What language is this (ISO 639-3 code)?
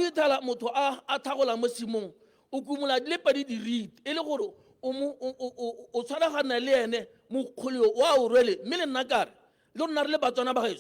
tsn